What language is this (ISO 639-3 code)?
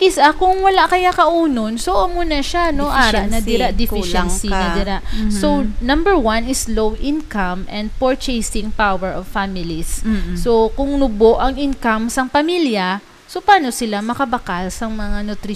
hil